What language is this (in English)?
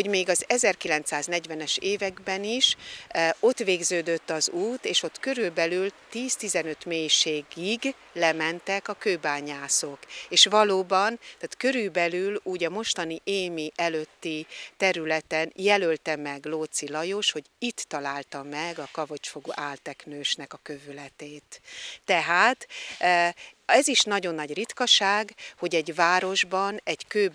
Hungarian